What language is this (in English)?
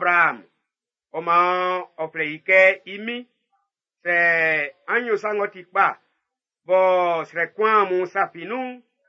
Baoulé